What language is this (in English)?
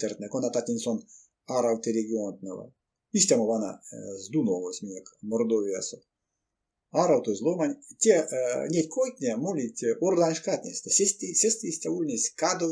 Erzya